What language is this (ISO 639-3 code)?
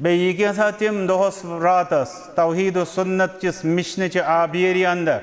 kas